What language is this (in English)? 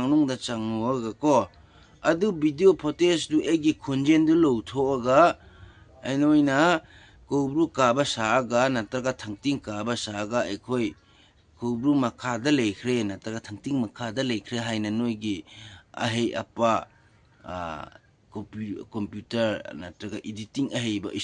Manipuri